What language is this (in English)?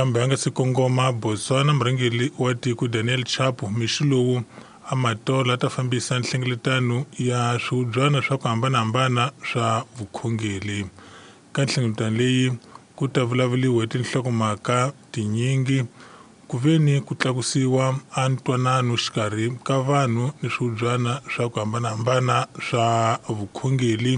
Tsonga